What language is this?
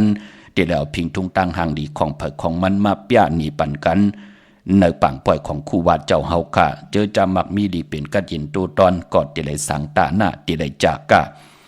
Shan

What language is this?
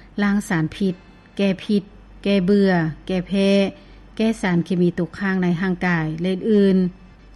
Lao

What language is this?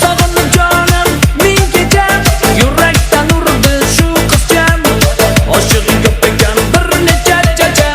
Kara-Kalpak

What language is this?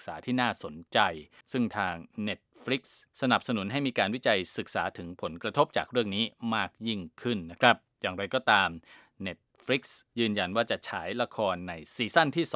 Thai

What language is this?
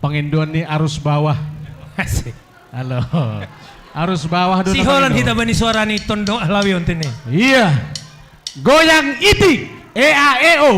Batak Simalungun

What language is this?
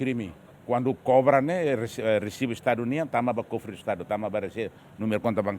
Tetum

